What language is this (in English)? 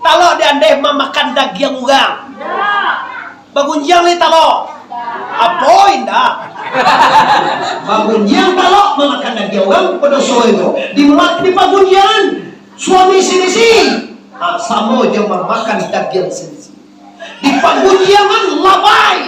Minangkabau